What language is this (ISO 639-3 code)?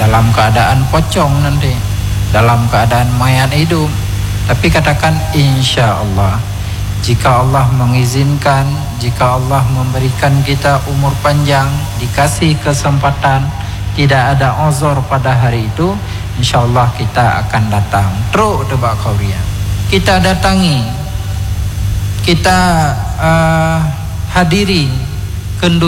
ind